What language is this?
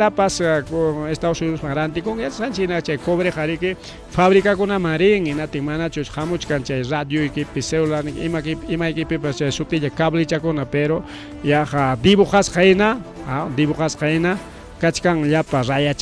Ayacucho Quechua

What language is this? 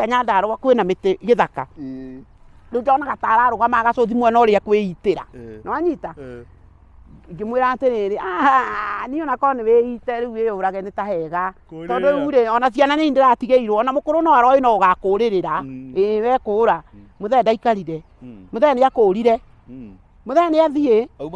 Kikuyu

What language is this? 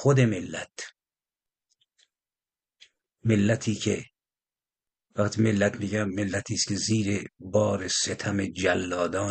Persian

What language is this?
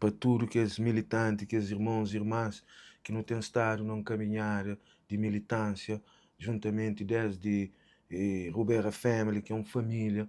Kabuverdianu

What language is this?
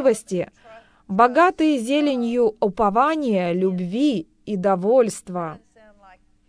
Russian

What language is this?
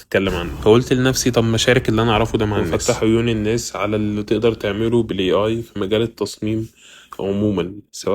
Egyptian Arabic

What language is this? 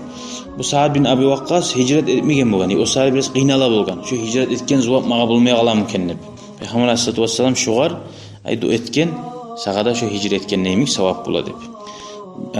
Kumyk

